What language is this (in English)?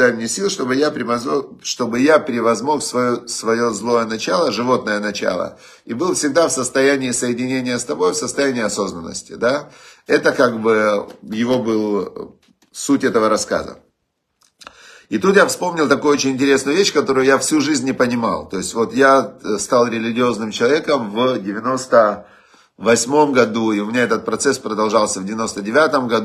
Russian